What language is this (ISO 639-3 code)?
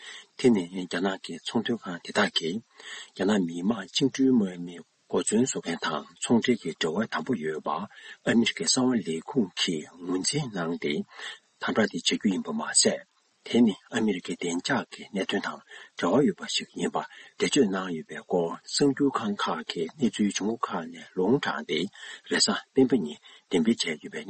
bod